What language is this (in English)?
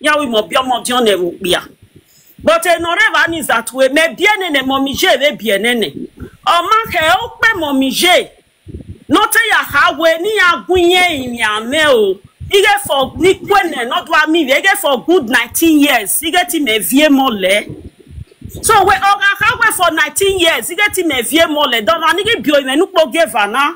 Nigerian Pidgin